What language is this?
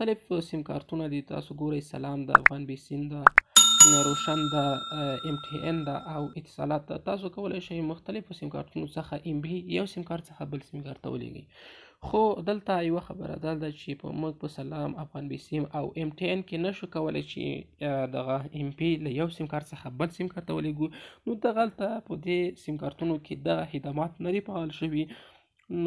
Pashto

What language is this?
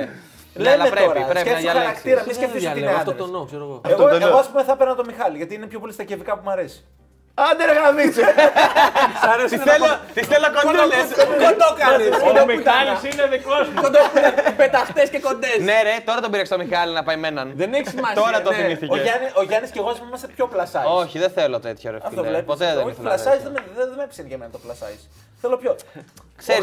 Greek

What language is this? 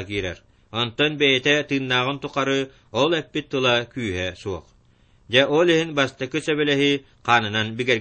Yakut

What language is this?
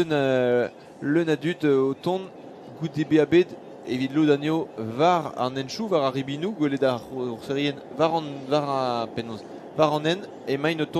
Breton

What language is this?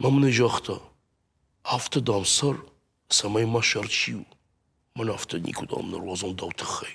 Ossetic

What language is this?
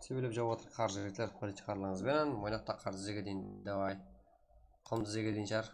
Kara-Kalpak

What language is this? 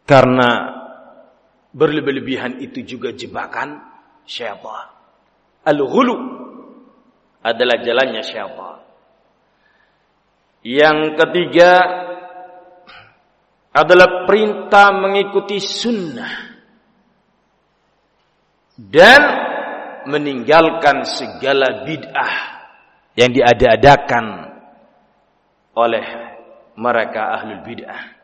Indonesian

